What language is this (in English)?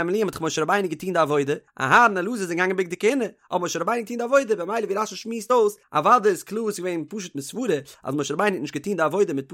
Yiddish